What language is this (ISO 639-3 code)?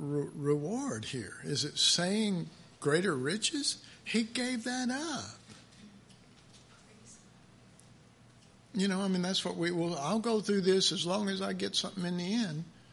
eng